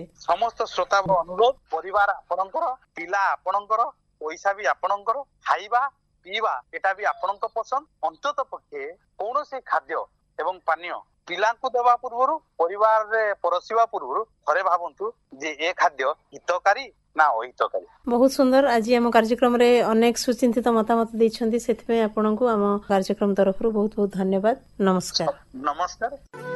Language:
Odia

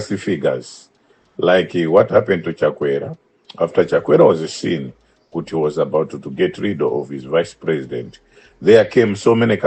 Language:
Nyanja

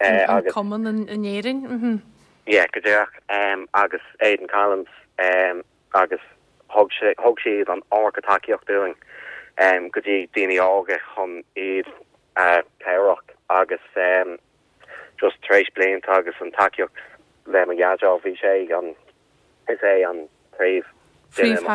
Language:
Irish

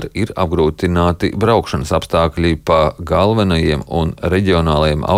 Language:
Latvian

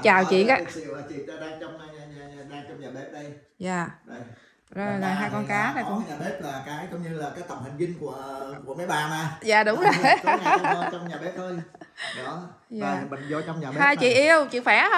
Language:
Vietnamese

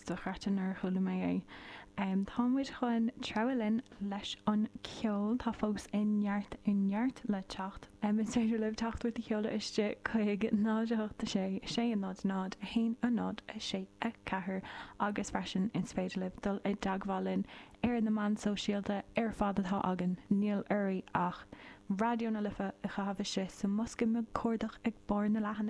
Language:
Irish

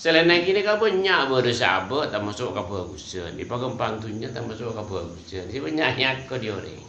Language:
Madurese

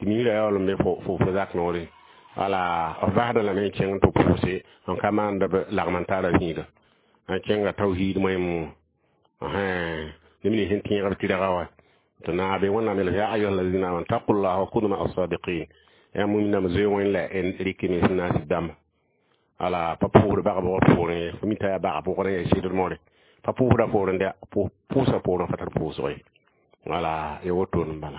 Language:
Mossi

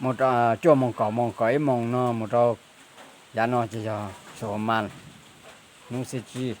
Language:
Hmong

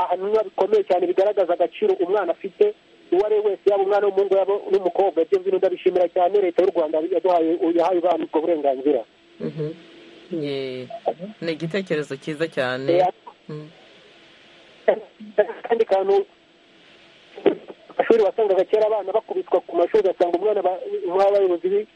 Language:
Kinyarwanda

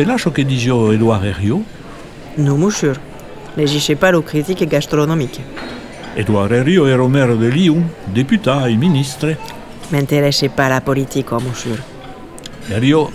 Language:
Occitan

